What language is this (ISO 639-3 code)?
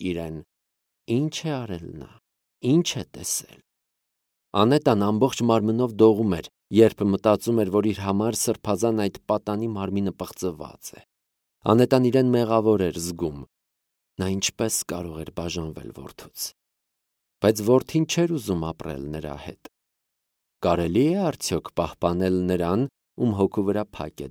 hye